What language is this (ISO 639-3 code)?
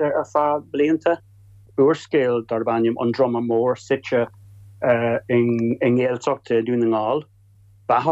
gle